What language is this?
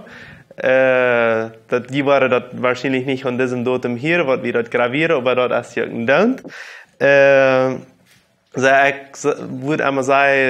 Plautdietsch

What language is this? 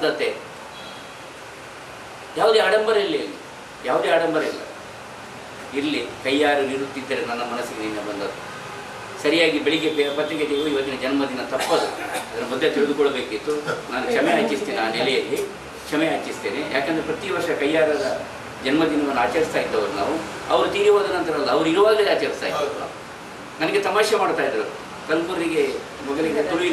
Kannada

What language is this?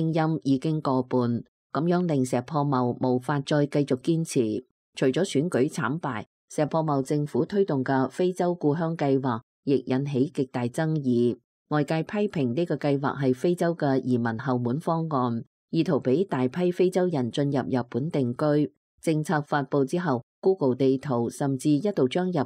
Cantonese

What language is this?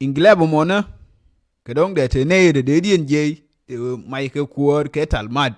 Nuer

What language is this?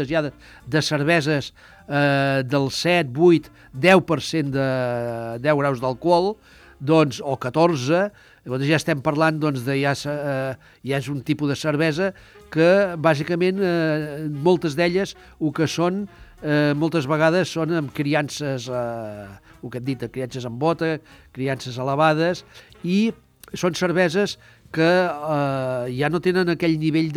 Catalan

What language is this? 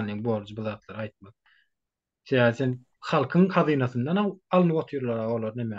Turkmen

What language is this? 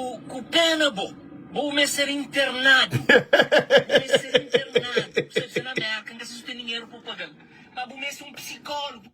Kabuverdianu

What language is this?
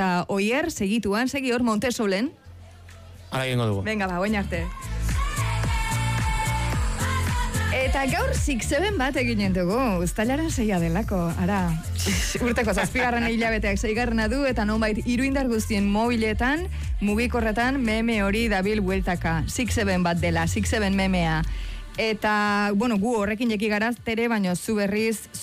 Basque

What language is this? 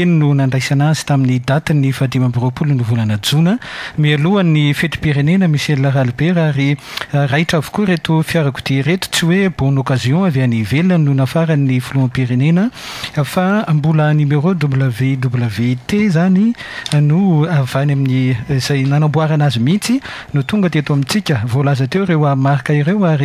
Malagasy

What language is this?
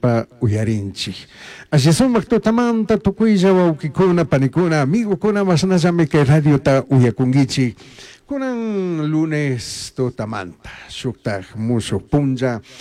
Chimborazo Highland Quichua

